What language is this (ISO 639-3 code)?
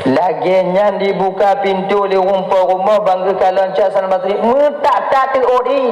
ace